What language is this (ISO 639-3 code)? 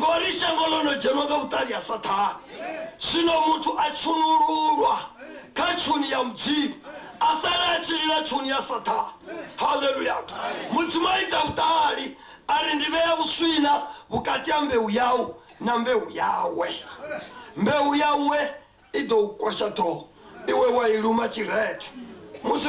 ven